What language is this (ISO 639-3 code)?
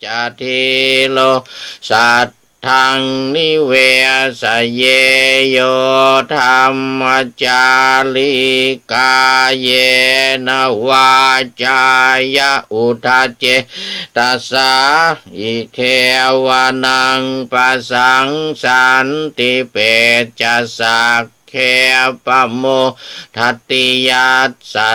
pli